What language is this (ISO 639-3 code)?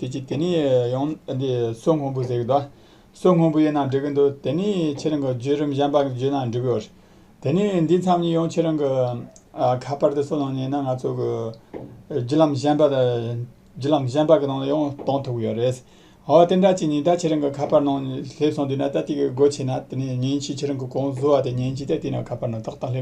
bod